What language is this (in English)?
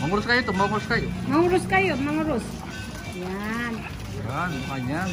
Pampanga